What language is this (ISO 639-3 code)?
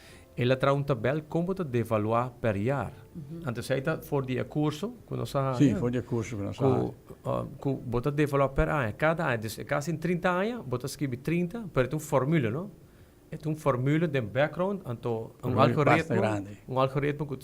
pap